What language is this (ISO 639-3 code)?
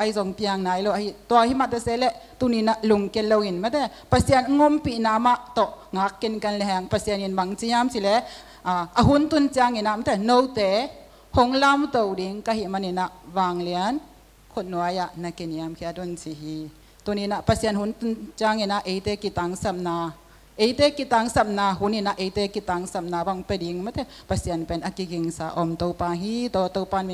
ctd